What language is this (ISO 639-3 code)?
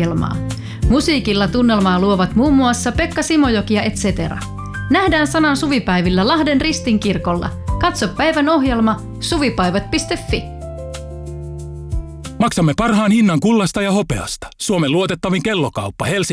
fin